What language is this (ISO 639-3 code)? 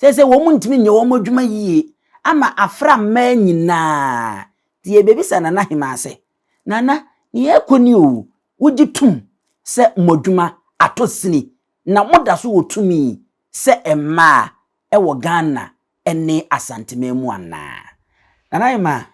aka